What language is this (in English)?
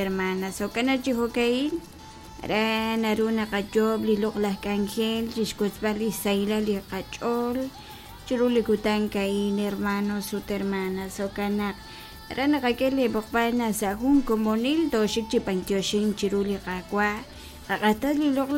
Kekchí